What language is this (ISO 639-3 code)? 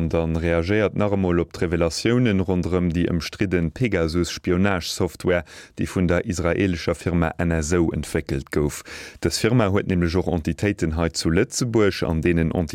ltz